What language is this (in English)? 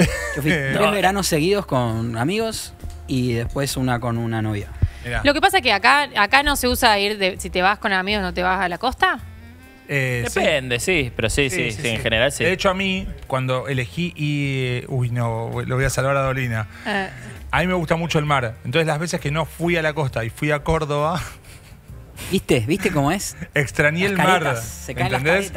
Spanish